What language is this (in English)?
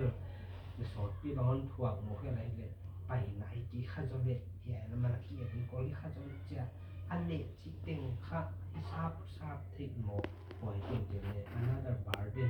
Tedim Chin